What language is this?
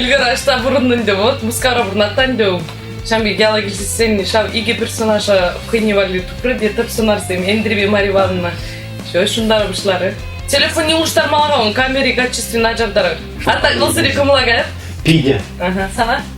Chuvash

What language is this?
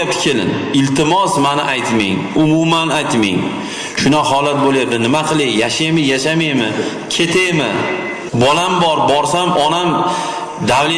Uzbek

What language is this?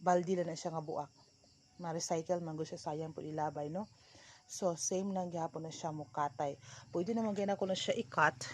Cebuano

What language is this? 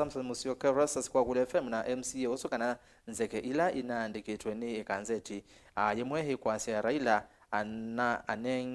Kamba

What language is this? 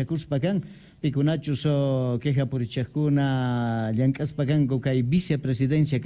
Quechua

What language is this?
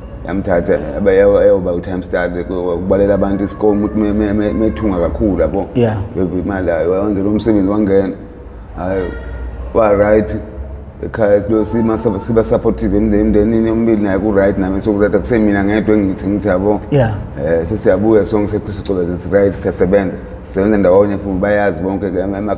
Zulu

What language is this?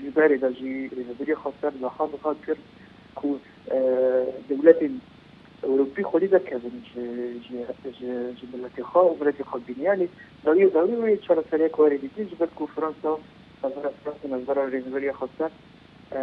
Kurdish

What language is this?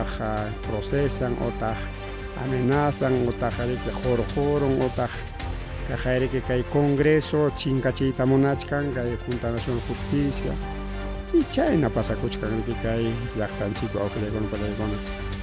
Ayacucho Quechua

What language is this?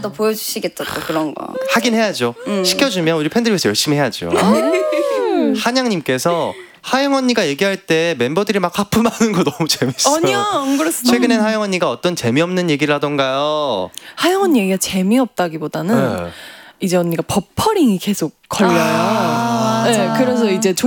Korean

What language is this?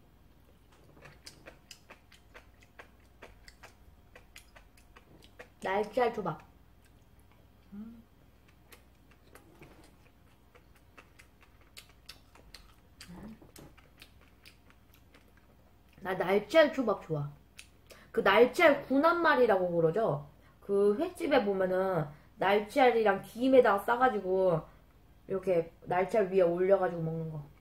Korean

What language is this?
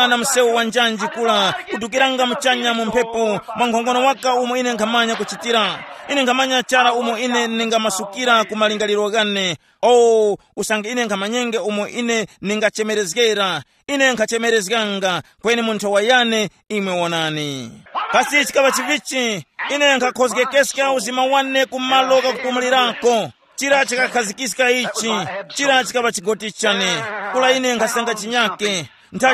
Tumbuka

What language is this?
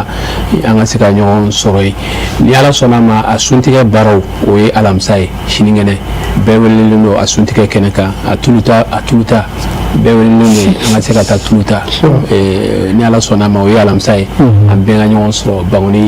Bambara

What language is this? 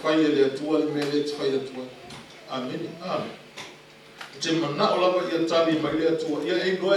Samoan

